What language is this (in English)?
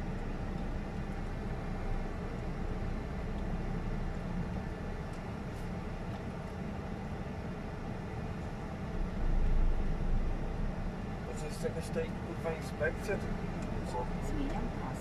Polish